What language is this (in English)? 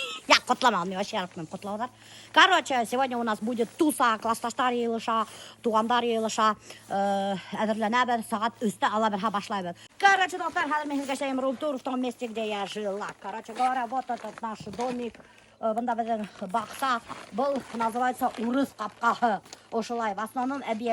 Bashkir